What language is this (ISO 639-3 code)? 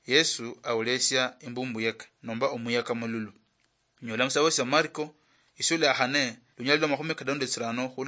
luy